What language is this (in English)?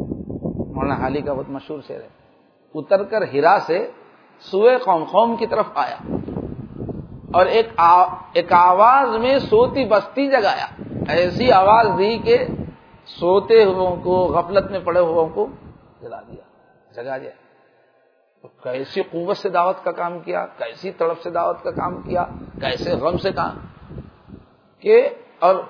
Urdu